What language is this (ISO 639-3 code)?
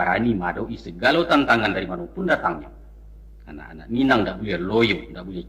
min